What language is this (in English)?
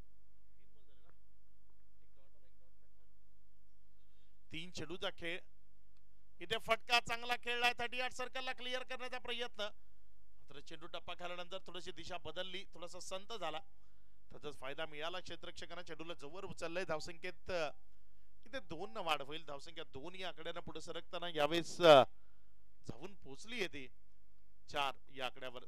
Marathi